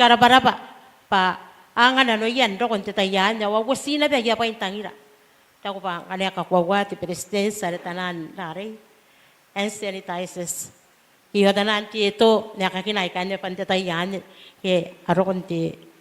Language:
Gilbertese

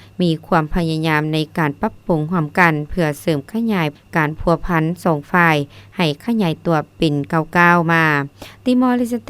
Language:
Lao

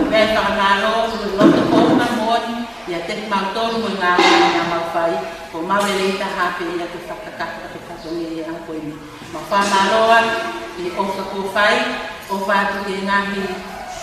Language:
Tongan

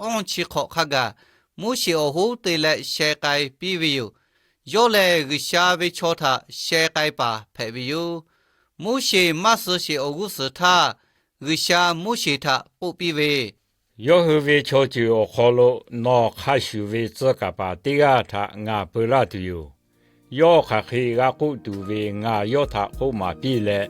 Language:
Lahu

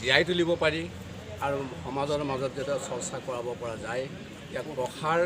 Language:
Assamese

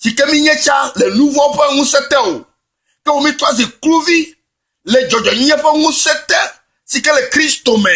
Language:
Ewe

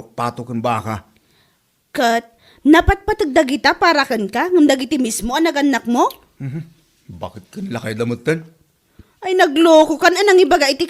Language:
Iloko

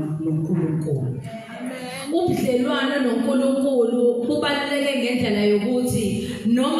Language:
Zulu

